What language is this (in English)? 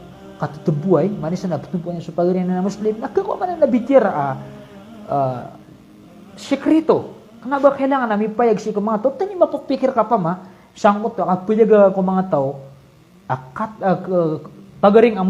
Maranao